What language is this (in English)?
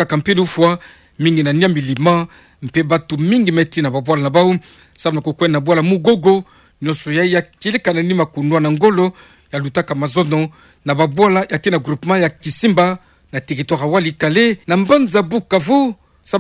Kituba (Democratic Republic of Congo)